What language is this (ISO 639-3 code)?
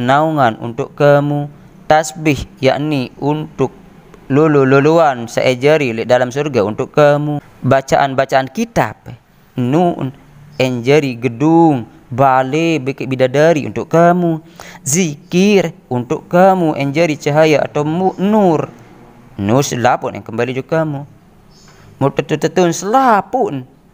sas